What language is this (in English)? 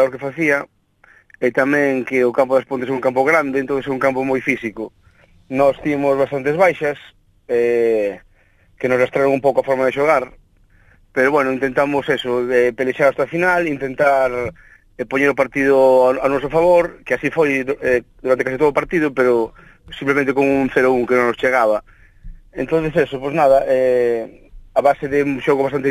Galician